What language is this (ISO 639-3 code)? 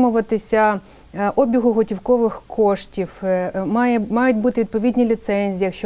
ukr